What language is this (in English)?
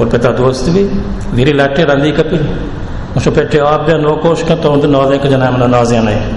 Baluchi